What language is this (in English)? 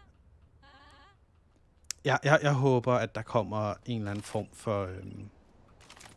Danish